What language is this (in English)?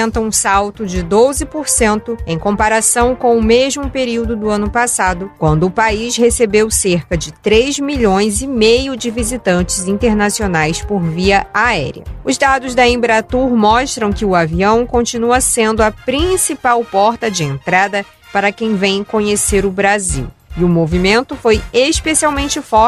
Portuguese